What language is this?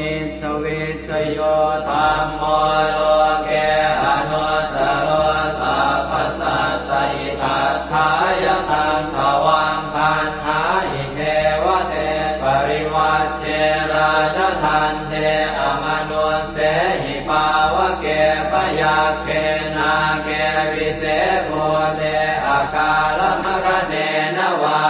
Pali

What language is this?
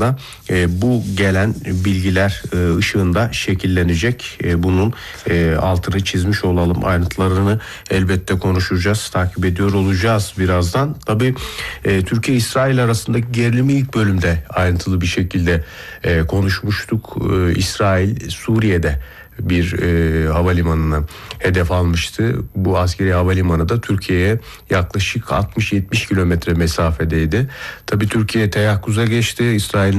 Turkish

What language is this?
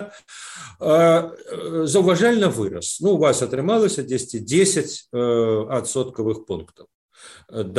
Belarusian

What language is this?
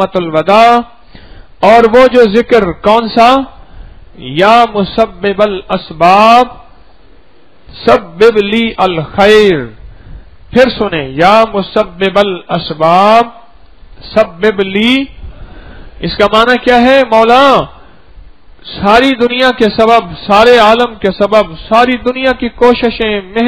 Urdu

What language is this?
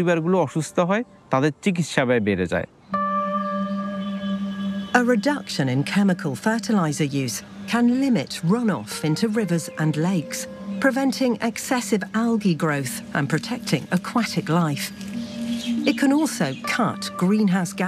Bangla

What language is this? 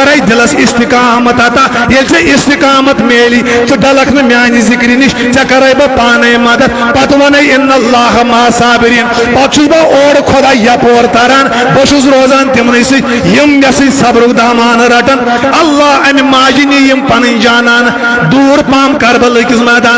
Kashmiri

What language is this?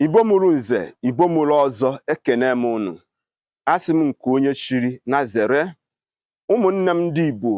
Igbo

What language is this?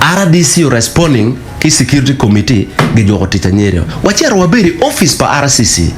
Acoli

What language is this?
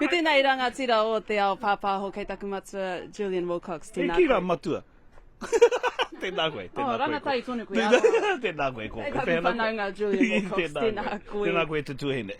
Māori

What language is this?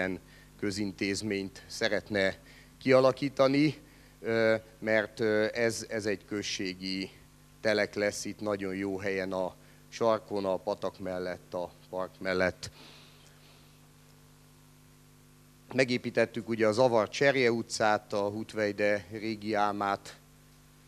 Hungarian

